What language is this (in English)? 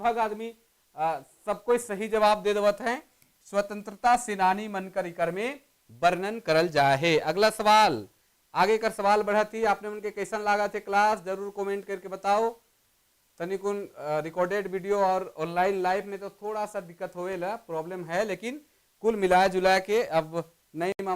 Sadri